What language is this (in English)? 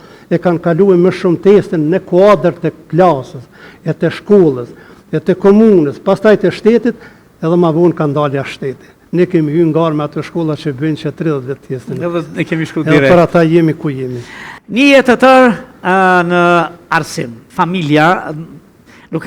Albanian